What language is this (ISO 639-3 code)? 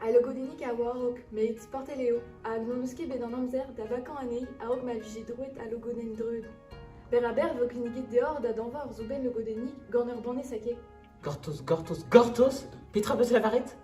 bre